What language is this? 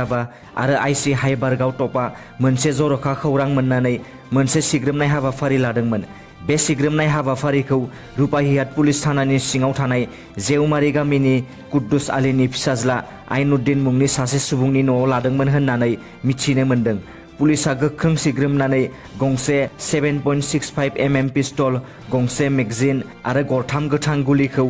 Bodo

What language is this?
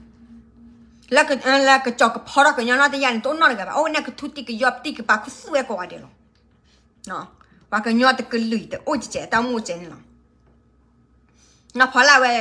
S'gaw Karen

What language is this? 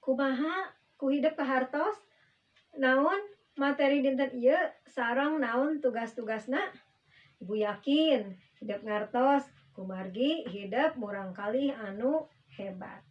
Sundanese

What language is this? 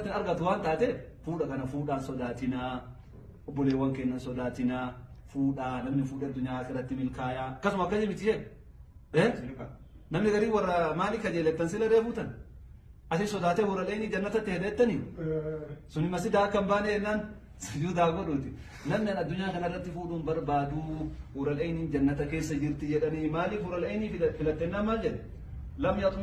Oromo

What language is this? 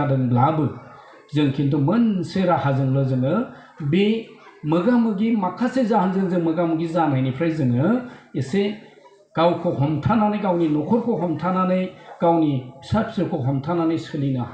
Bodo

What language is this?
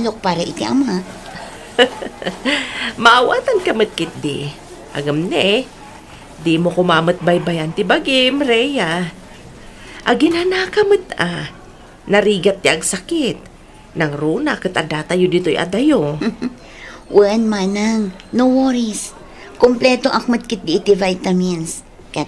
Iloko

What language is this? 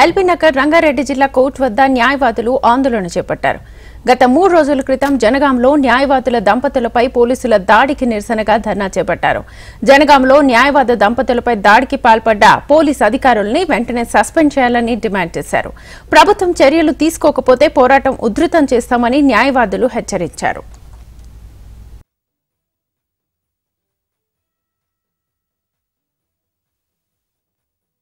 Telugu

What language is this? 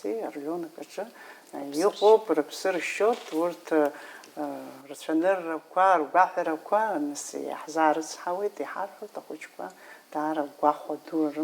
Abkhazian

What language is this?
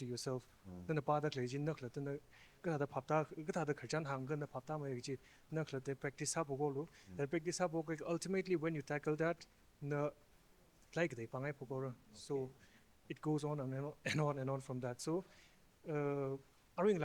Tangkhul Naga (India)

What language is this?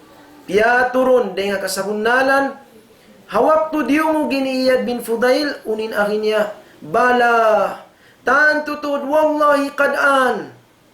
Tausug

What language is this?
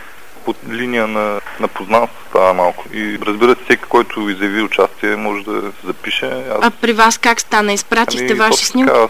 Bulgarian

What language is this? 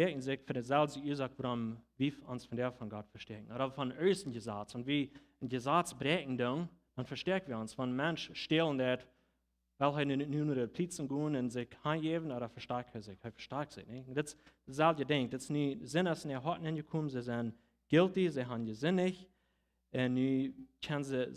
Plautdietsch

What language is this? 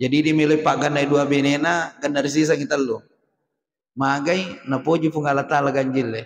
Buginese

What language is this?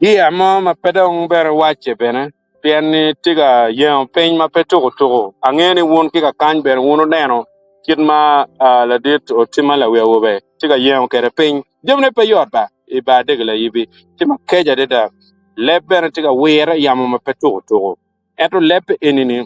Acoli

